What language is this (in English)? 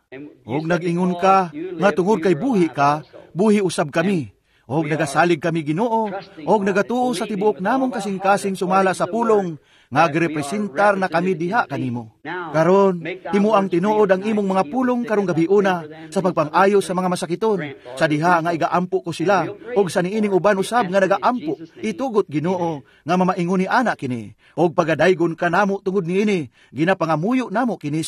Cebuano